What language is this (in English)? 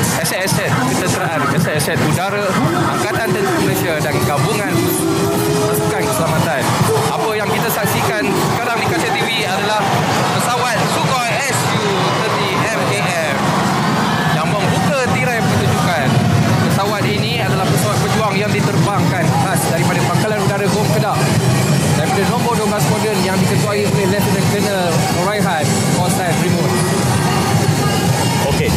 Malay